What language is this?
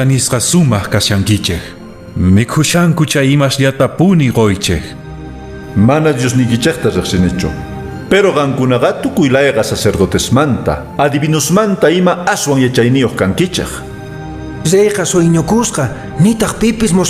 Quechua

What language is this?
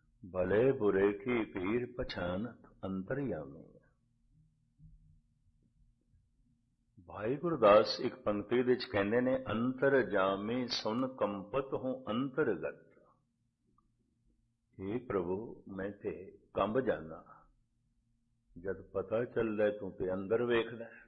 Punjabi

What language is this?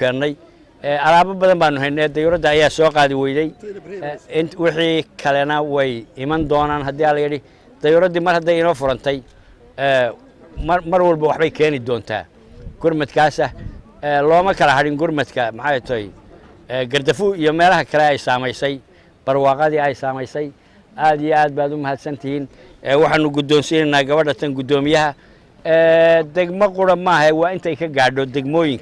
Somali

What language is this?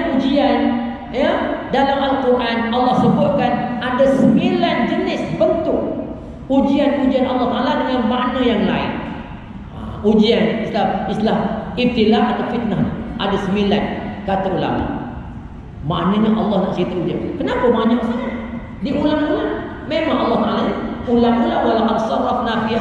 Malay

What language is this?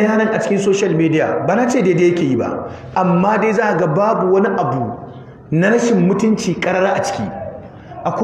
Hausa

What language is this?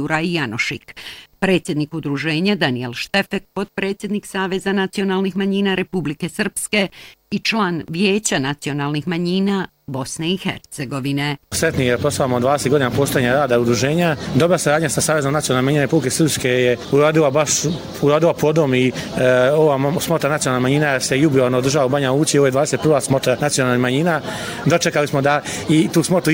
Bosnian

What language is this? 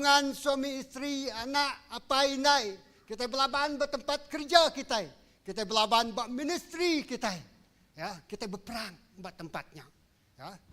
Iban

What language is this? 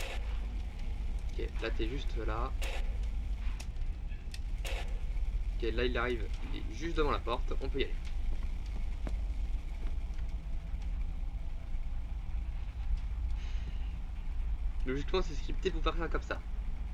French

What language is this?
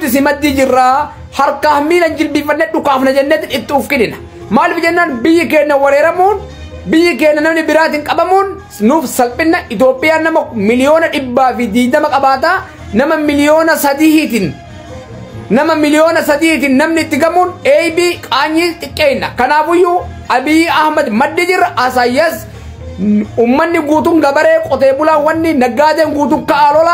Oromo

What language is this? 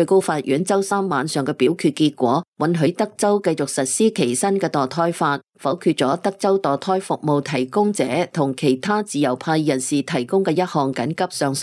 Cantonese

